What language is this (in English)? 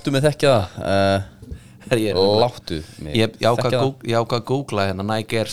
Icelandic